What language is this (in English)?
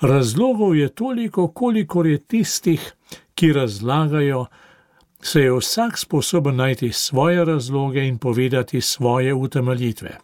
Slovenian